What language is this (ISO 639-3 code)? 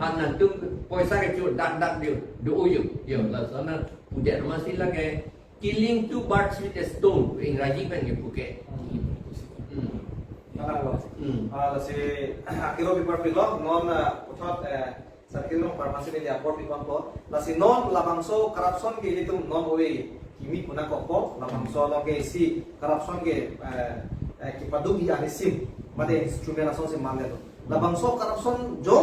mjw